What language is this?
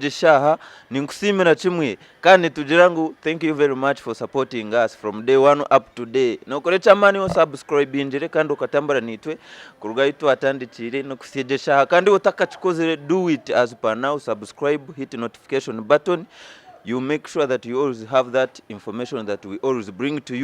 Nyankole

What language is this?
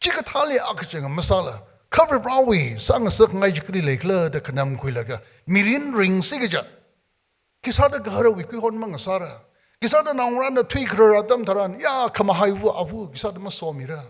Tangkhul Naga (India)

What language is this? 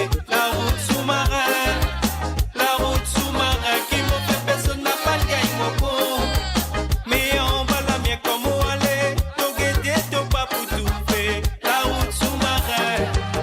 Morisyen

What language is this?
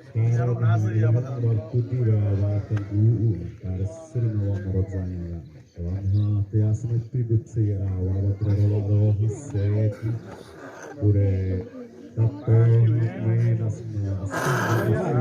Xavánte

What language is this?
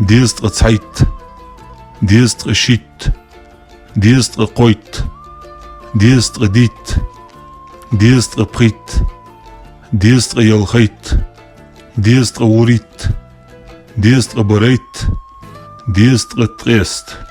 Ingush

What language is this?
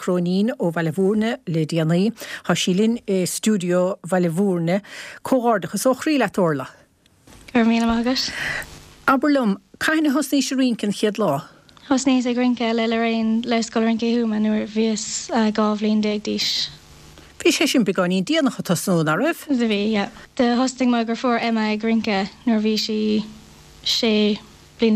Irish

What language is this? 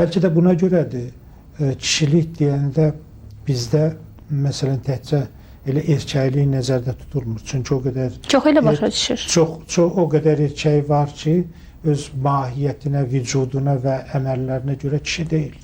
Azerbaijani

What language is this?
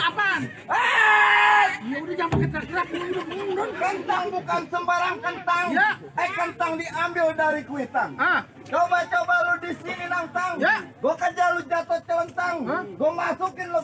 Betawi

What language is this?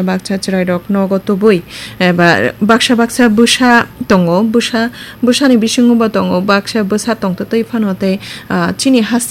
Kok Borok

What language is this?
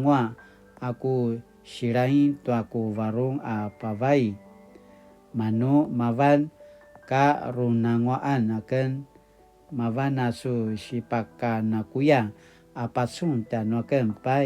Paiwan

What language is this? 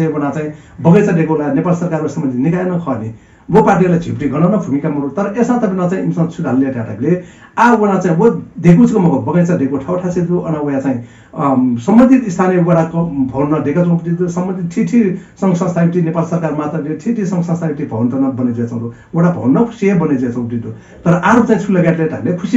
Newari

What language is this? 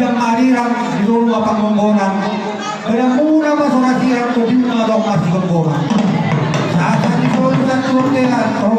Batak Toba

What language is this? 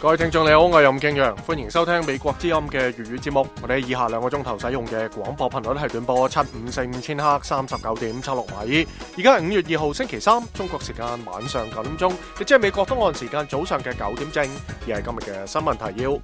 Cantonese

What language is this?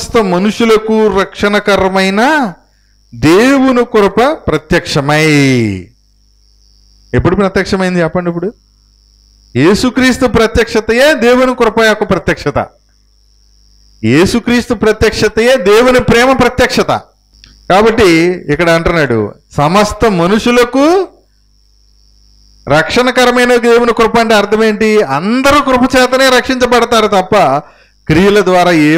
Telugu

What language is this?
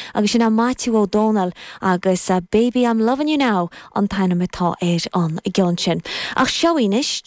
Irish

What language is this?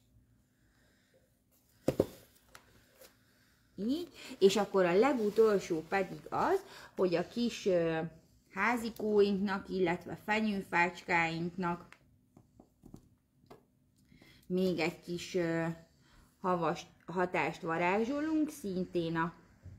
Hungarian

